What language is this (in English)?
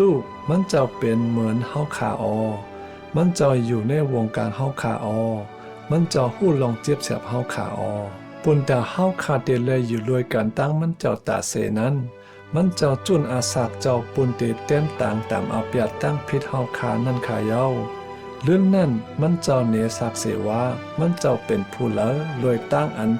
Shan